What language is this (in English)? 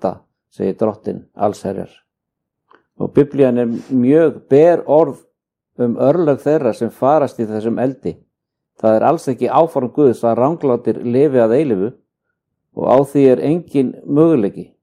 Icelandic